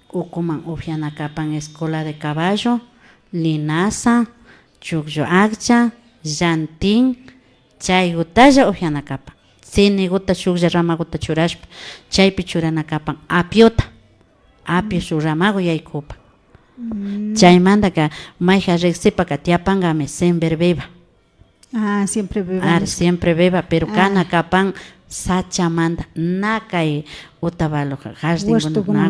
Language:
Imbabura Highland Quichua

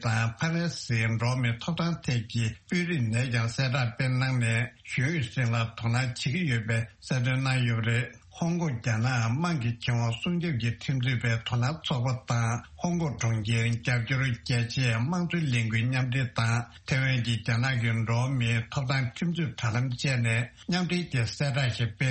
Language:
Tibetan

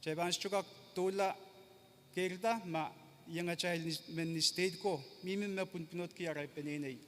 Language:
Pohnpeian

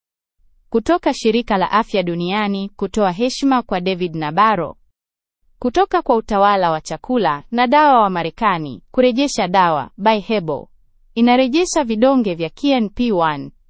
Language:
Swahili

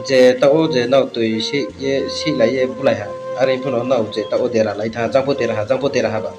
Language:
Riang (India)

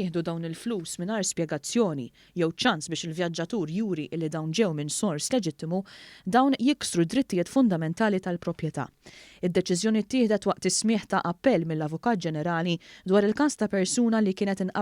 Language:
Maltese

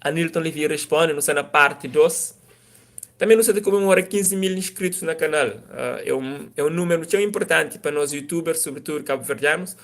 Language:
Kabuverdianu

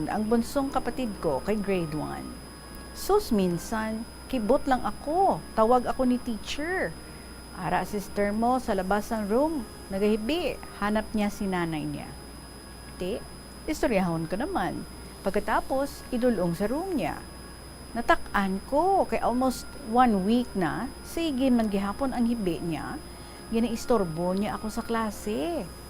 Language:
Hiligaynon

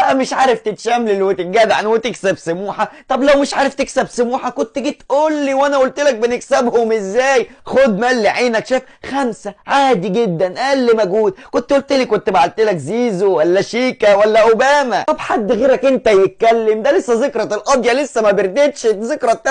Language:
Egyptian Arabic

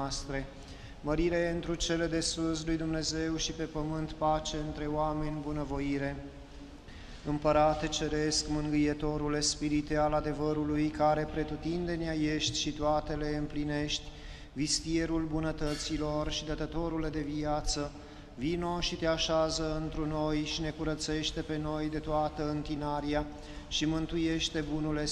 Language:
Romanian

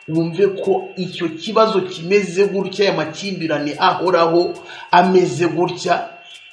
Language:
Kinyarwanda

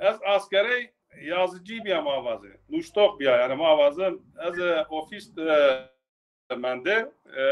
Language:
Zaza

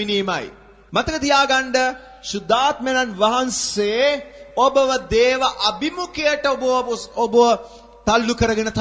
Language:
Sinhala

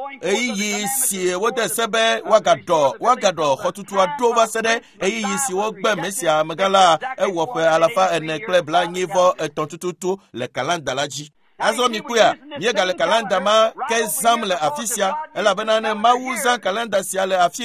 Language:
Ewe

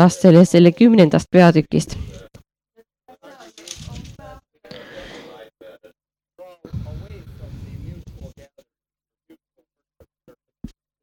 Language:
Estonian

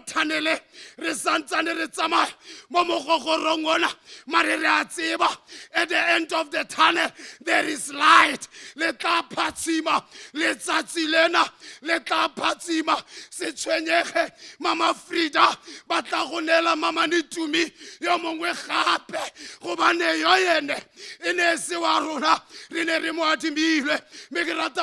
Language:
Tswana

